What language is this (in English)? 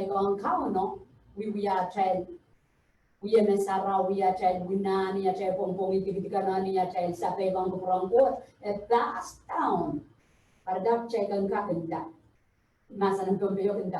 Pohnpeian